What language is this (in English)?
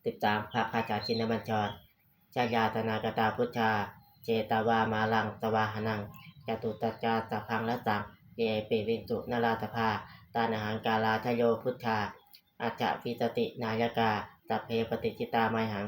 Pali